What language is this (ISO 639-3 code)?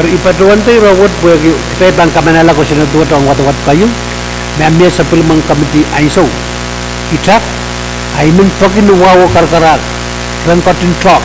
pon